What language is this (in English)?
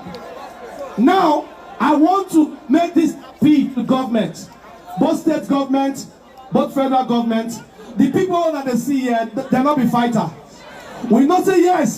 Nigerian Pidgin